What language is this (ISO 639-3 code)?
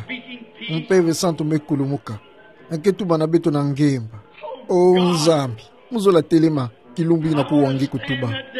ktu